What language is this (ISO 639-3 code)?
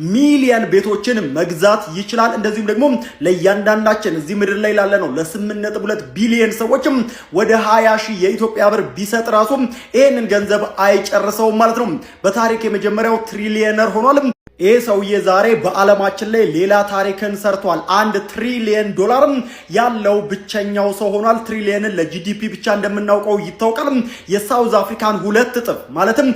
amh